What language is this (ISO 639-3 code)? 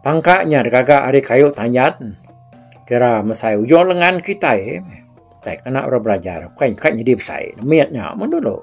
iba